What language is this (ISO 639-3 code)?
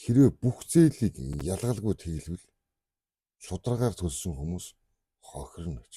mon